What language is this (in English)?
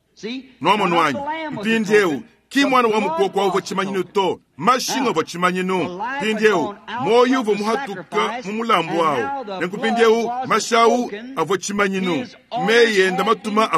Luba-Lulua